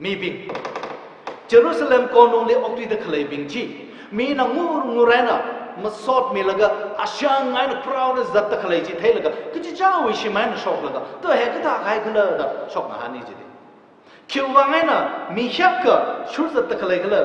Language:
Tangkhul Naga (India)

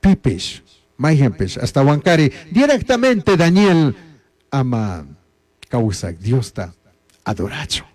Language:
Chimborazo Highland Quichua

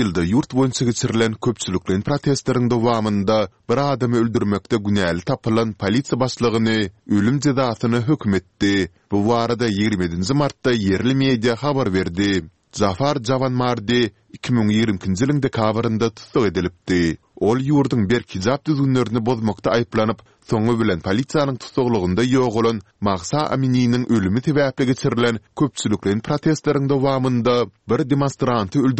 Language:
Turkmen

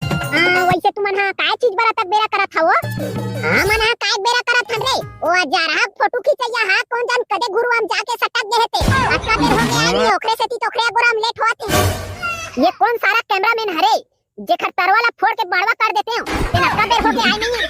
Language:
Chhattisgarhi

